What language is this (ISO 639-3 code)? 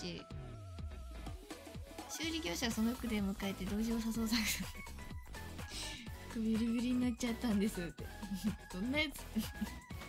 jpn